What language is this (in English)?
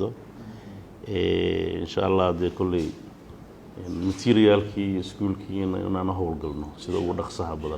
Somali